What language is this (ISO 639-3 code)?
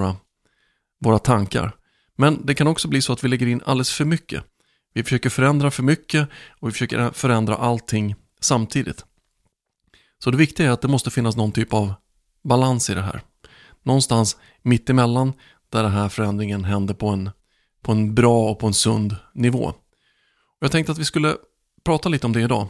swe